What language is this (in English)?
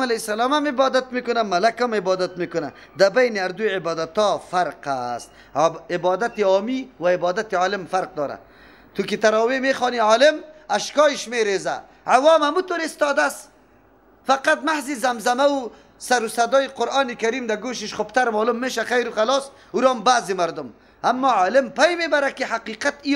Persian